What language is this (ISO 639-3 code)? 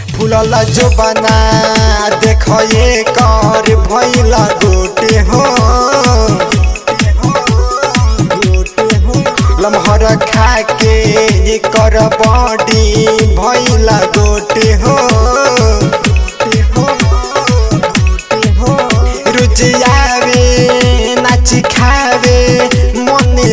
bho